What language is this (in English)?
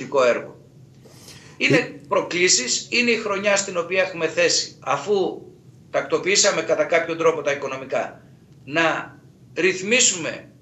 Greek